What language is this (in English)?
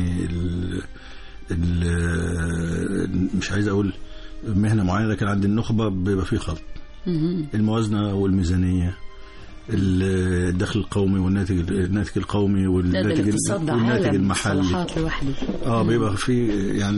Egyptian Arabic